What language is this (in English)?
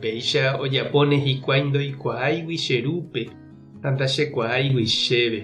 Guarani